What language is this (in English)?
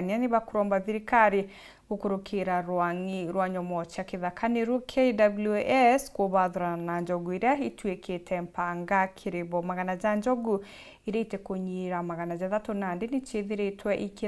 Meru